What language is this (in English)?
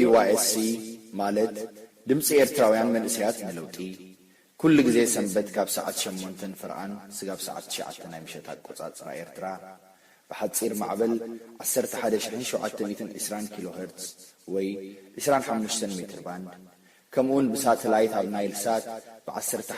Tigrinya